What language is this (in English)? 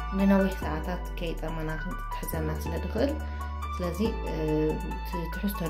Tigrinya